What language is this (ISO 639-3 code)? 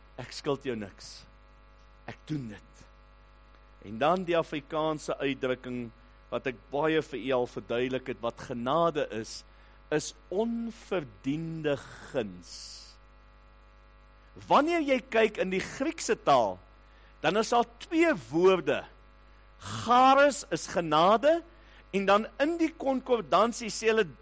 afr